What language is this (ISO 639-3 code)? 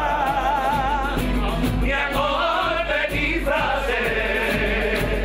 spa